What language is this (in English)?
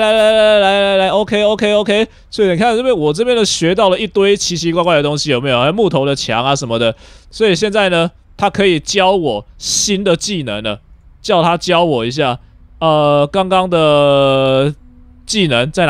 Chinese